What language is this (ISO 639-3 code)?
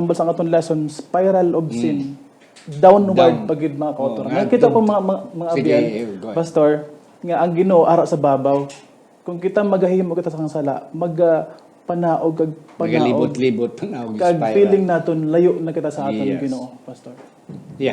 hil